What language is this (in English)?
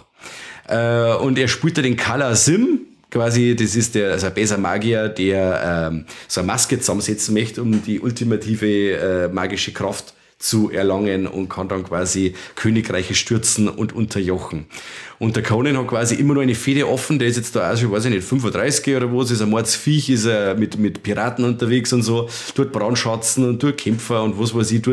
Bavarian